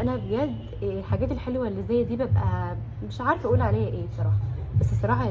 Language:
Egyptian Arabic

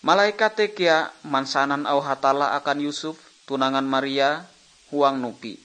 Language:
Ngaju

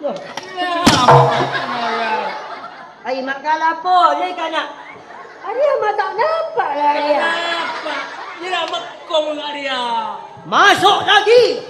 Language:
Madurese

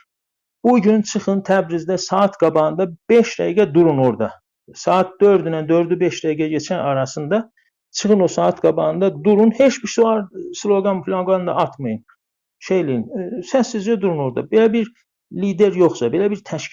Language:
South Azerbaijani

